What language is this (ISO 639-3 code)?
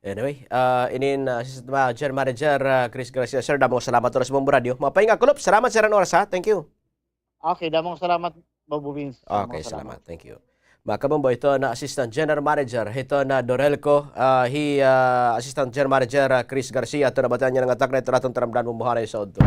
war